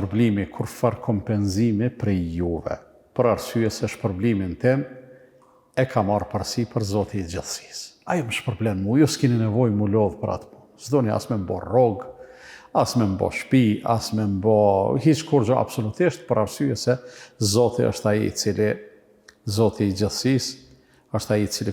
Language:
Albanian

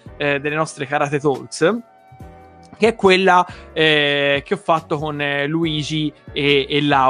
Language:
Italian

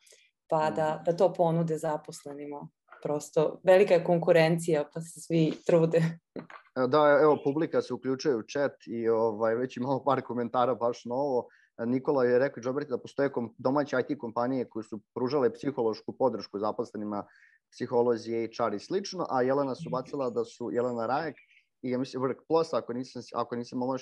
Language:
Serbian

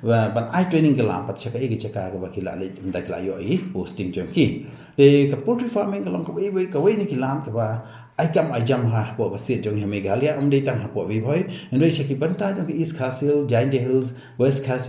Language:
Khasi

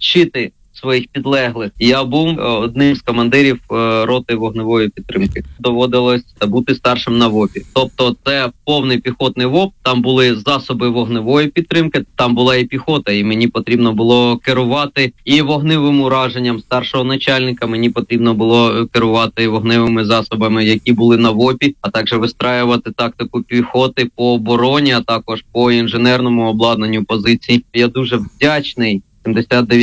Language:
Ukrainian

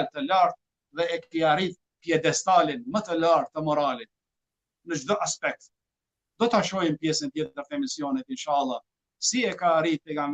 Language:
Albanian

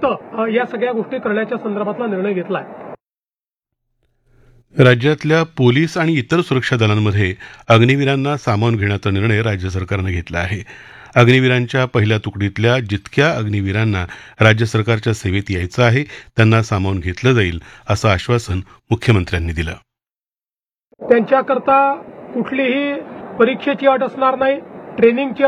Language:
Marathi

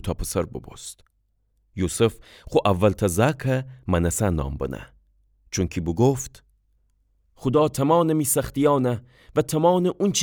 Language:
Gilaki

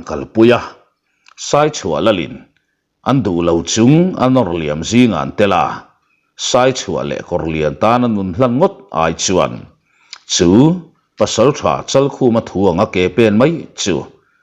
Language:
Mizo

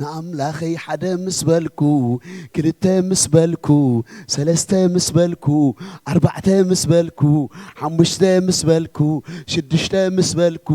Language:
Tigrinya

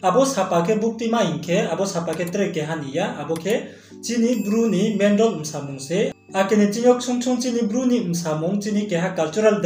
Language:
Riang (India)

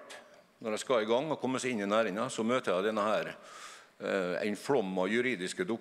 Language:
Norwegian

